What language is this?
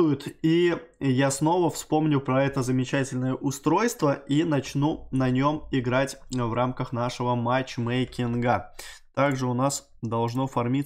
Russian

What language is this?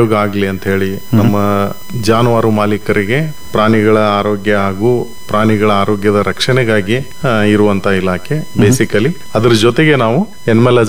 Kannada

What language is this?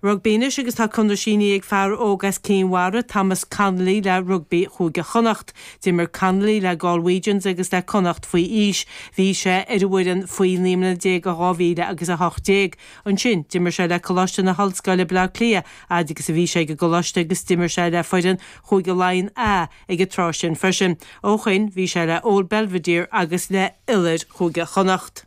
Irish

